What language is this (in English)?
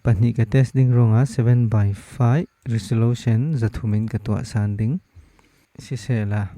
Falam Chin